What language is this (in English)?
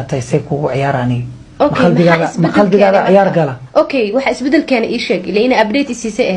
Somali